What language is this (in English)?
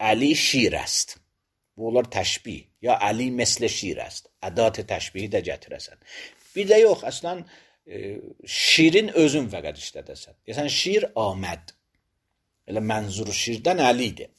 Azerbaijani